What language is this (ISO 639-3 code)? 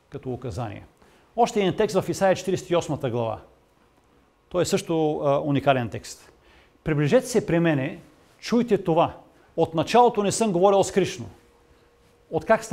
bul